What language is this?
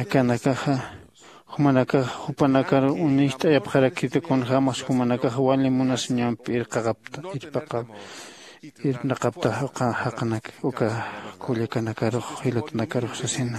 Aymara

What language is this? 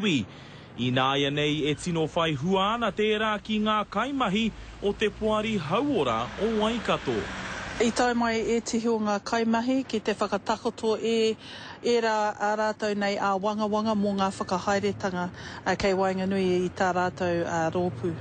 Māori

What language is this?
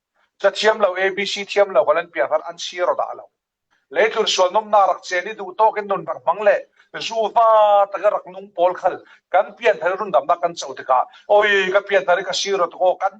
Falam Chin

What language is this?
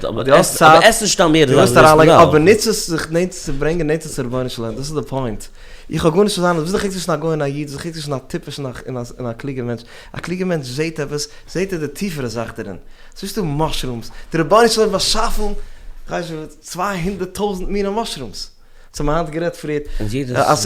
Yiddish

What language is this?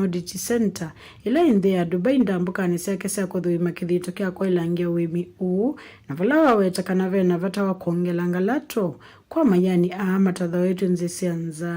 Kamba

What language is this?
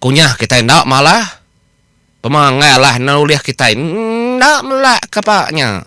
Iban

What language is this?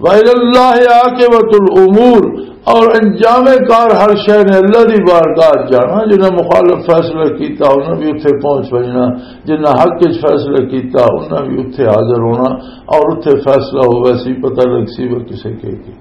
Western Panjabi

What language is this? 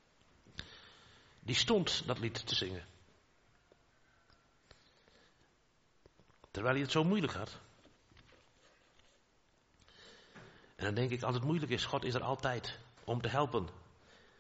Dutch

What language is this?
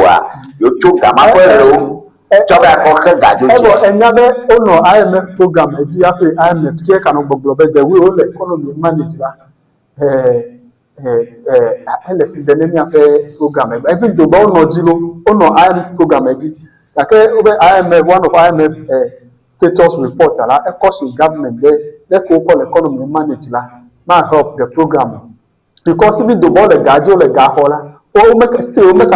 Ewe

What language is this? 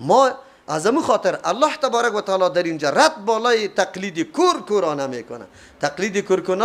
Persian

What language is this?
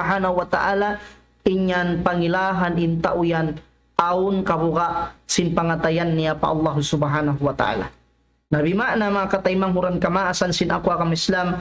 Tausug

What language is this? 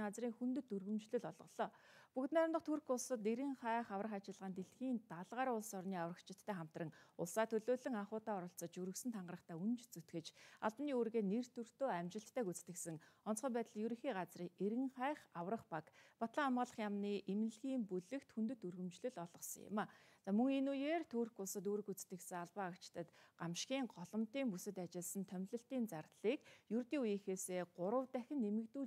Mongolian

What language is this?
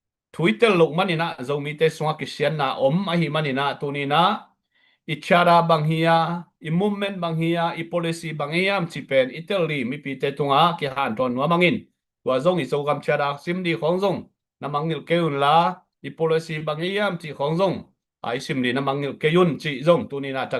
Tedim Chin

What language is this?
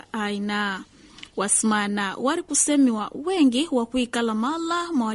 Swahili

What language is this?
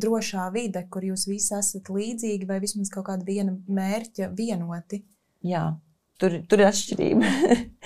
Latvian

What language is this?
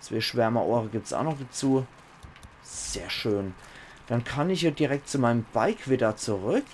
Palatine German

